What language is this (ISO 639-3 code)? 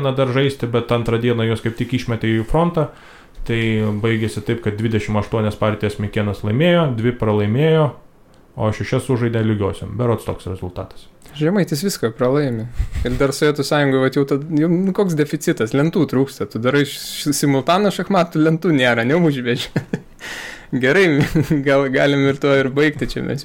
lit